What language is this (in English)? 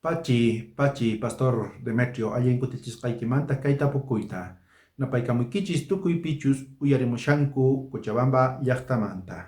South Bolivian Quechua